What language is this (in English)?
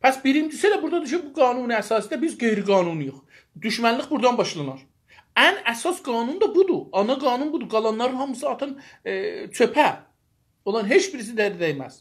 South Azerbaijani